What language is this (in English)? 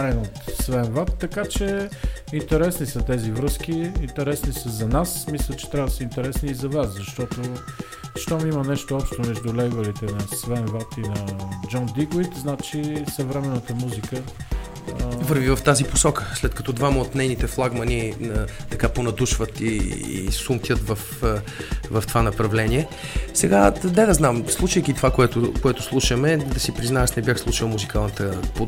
Bulgarian